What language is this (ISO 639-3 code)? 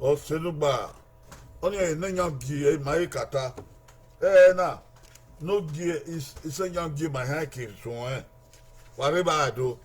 bin